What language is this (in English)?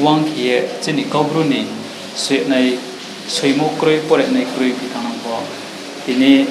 Riang (India)